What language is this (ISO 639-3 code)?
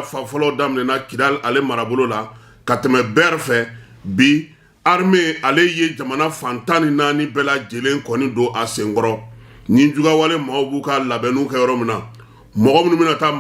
bam